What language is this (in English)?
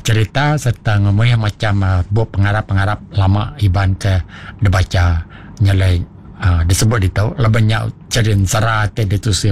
Iban